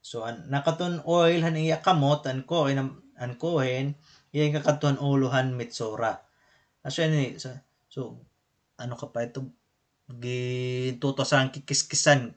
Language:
Waray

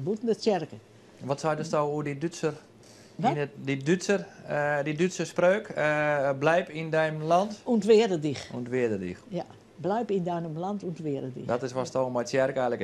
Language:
Western Frisian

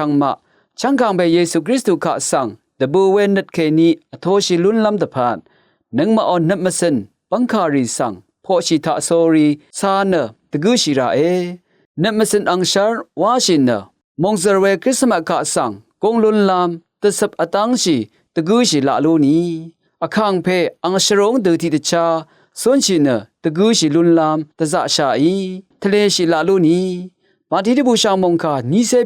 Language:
Rawang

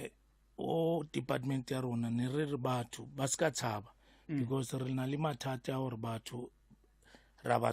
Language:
Southern Sotho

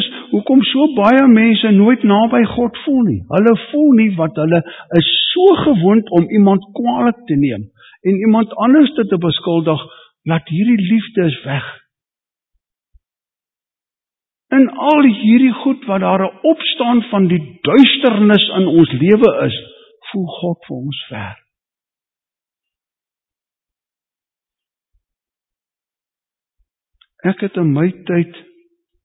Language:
Afrikaans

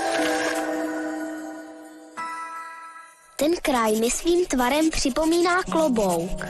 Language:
Czech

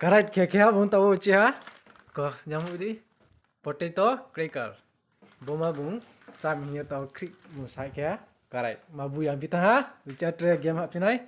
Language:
Riang (India)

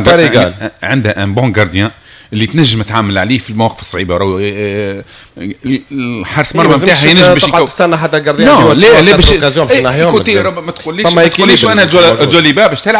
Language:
Tunisian Arabic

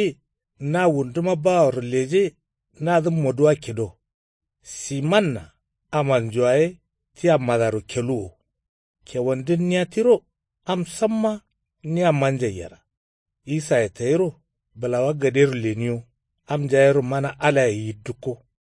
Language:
Kanuri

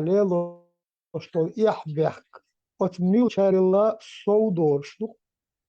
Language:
Chechen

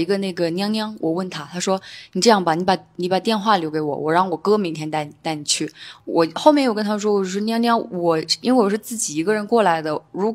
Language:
Chinese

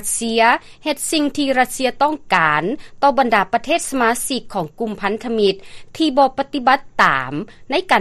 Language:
Lao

